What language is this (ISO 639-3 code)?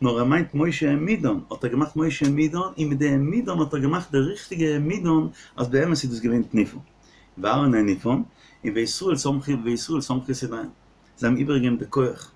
yid